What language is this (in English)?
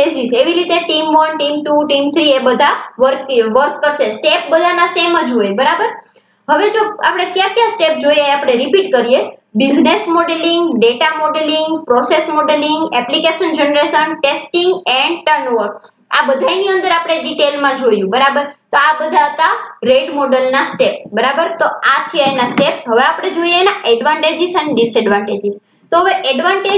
Gujarati